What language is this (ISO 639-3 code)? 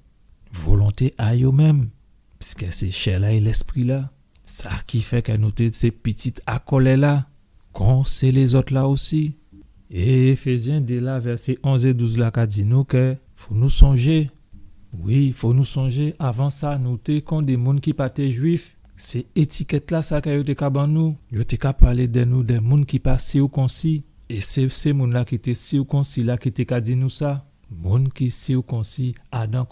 gcf